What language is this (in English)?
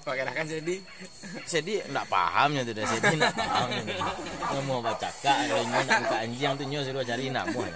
Minangkabau